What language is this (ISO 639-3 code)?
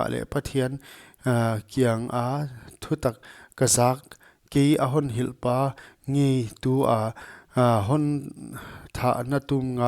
pck